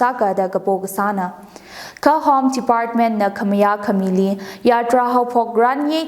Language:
Tangkhul Naga (India)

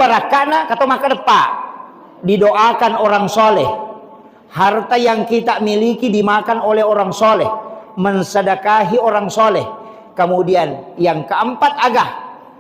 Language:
Buginese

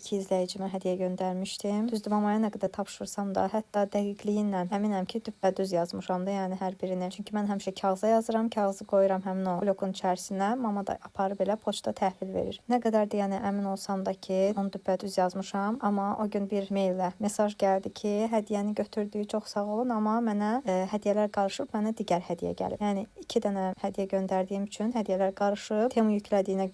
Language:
Azerbaijani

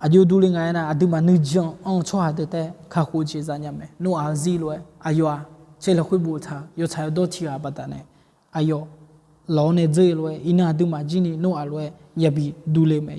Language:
Akha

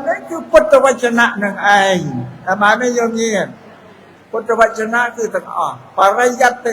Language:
Khmer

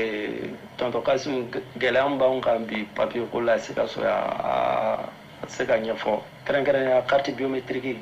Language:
Bambara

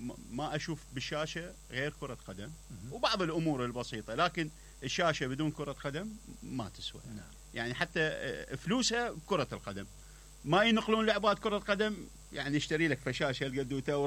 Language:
Mesopotamian Arabic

